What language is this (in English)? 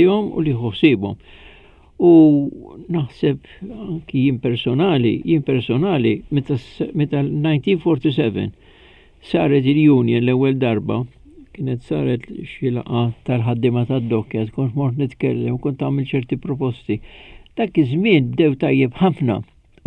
Maltese